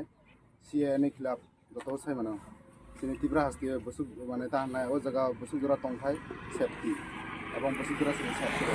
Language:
Kok Borok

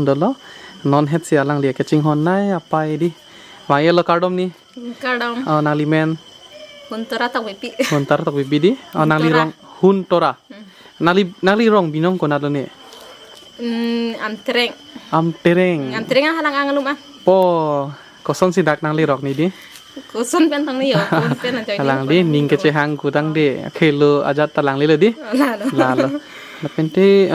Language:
Karbi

